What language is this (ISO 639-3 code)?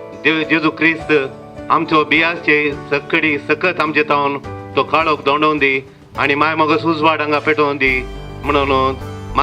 kok